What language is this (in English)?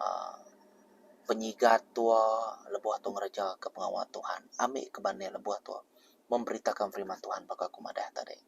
Iban